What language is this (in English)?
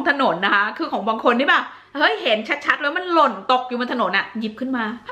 Thai